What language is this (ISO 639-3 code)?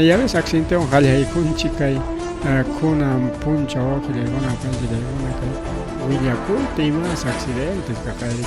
quy